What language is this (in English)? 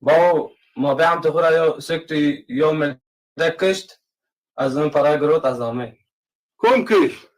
Zaza